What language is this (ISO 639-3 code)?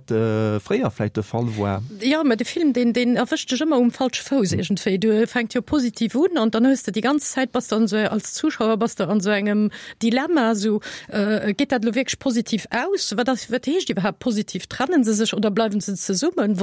ltz